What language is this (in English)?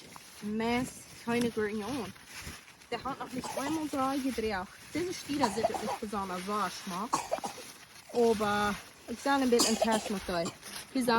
Plautdietsch